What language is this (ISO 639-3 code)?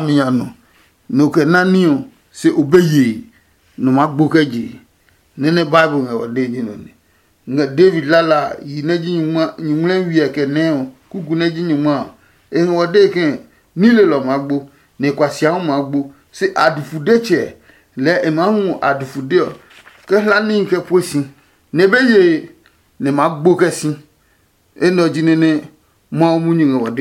ada